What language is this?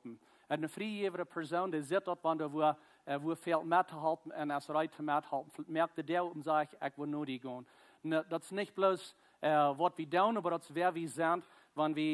Plautdietsch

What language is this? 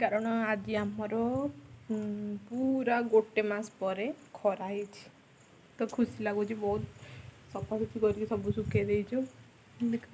Odia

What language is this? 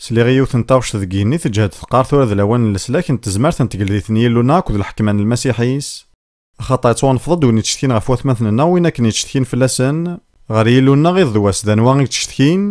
Kabyle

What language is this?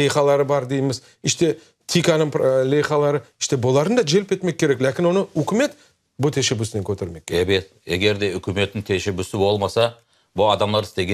Crimean Tatar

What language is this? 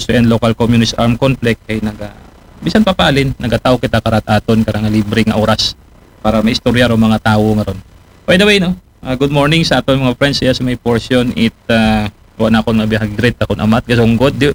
Aklanon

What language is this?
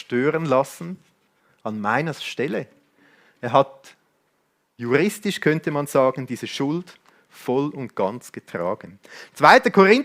Swiss German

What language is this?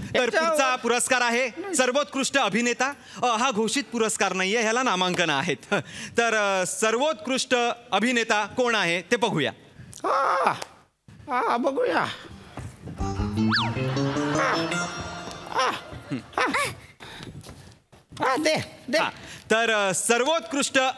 Marathi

